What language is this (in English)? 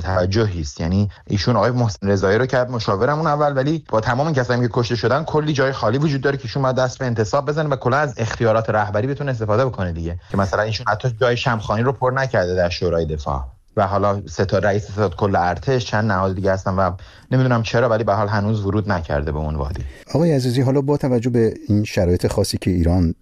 Persian